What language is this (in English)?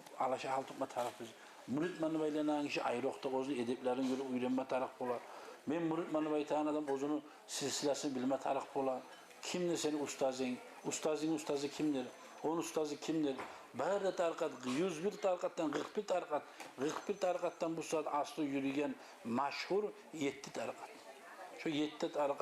Kumyk